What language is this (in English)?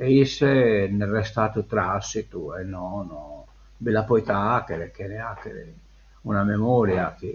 Sardinian